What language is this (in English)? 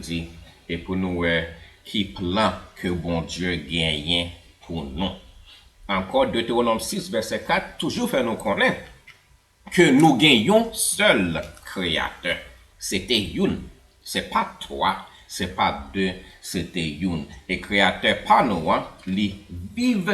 Haitian Creole